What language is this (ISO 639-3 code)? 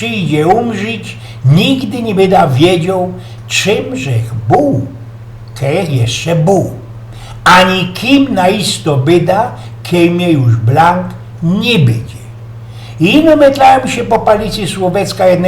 szl